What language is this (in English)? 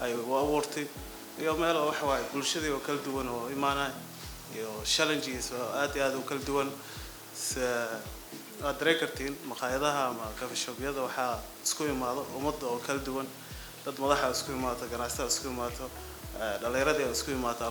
Somali